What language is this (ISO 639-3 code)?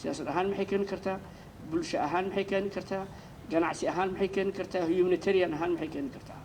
som